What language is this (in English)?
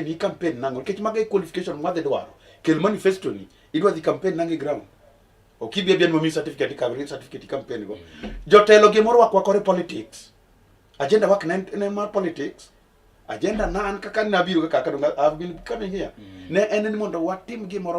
Luo (Kenya and Tanzania)